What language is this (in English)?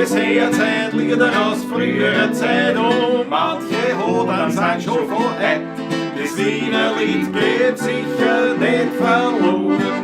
Bavarian